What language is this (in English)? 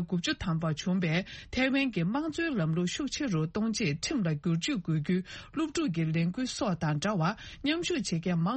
Tibetan